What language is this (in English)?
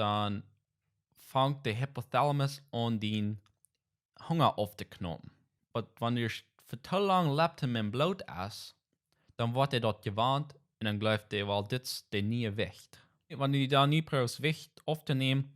Plautdietsch